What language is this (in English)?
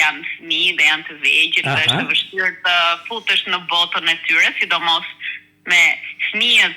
Albanian